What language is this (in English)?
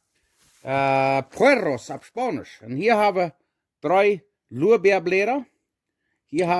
Plautdietsch